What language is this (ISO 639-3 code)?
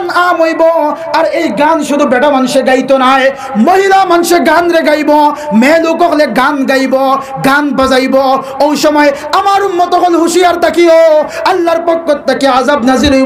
syl